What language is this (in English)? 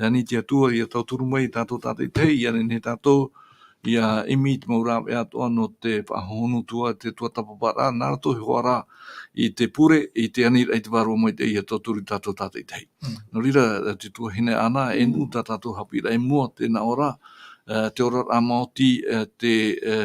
Tahitian